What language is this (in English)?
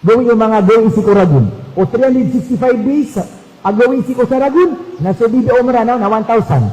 Maranao